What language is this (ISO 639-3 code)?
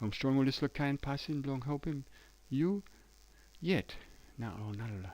tpi